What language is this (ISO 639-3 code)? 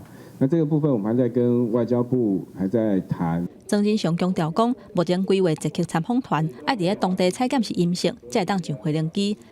nan